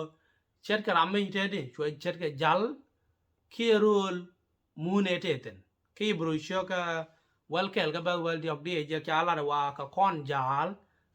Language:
Nuer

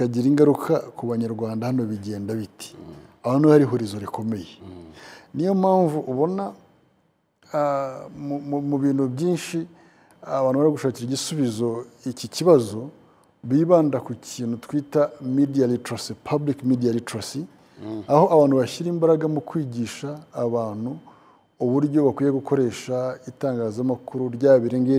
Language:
Kinyarwanda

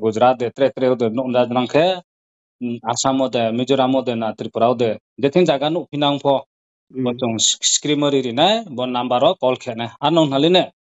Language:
Riang (India)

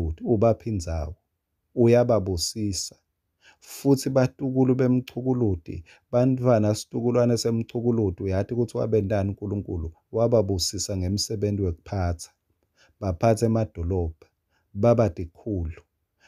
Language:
Swati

